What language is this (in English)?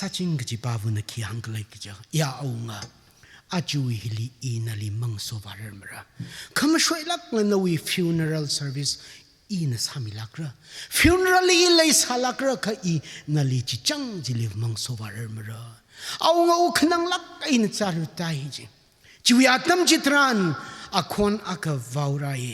Tangkhul Naga (India)